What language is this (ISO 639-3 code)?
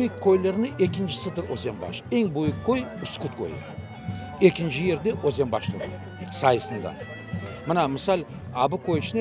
crh